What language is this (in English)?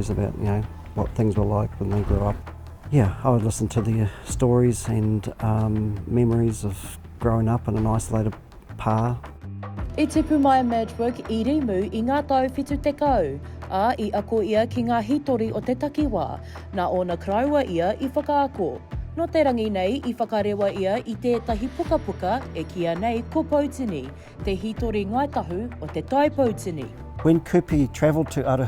Māori